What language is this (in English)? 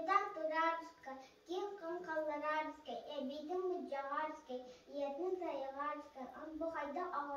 Yakut